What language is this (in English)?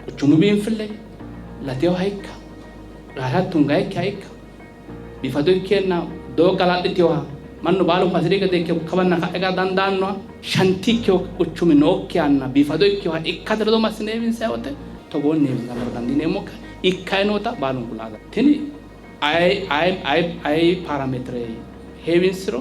Sidamo